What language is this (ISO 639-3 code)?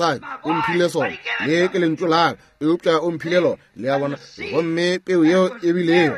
nso